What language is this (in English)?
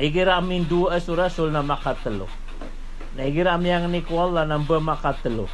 Maranao